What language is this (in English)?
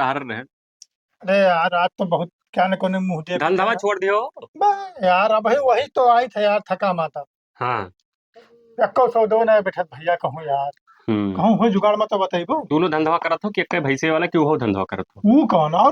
Awadhi